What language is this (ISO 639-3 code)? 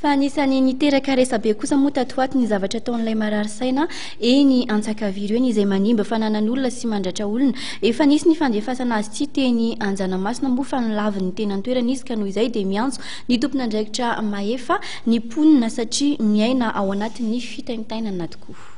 mlg